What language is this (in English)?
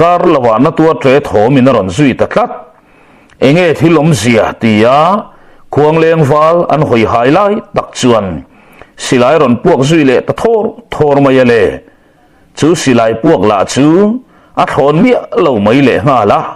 Mizo